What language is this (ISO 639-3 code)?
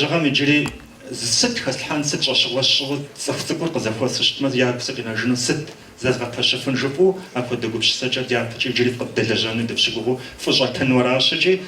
kbd